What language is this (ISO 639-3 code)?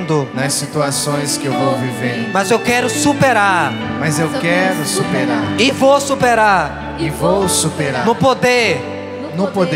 por